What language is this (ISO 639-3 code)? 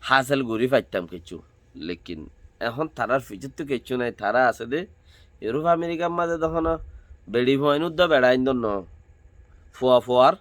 rhg